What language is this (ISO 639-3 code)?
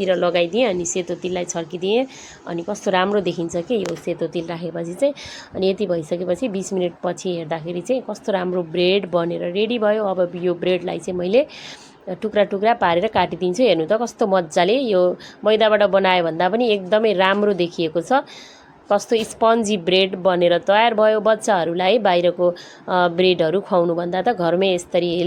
nep